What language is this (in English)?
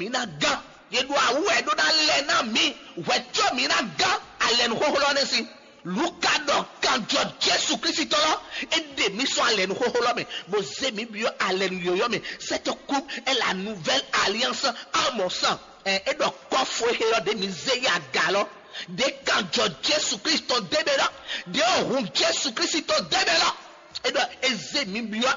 Fon